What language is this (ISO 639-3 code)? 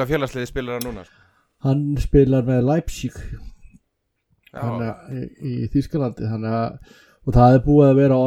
isl